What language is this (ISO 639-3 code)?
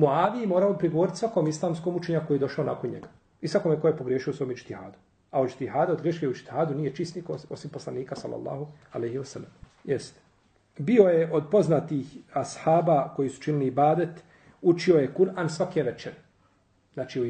bos